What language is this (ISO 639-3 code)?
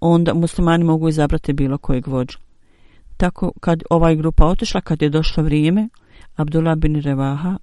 bos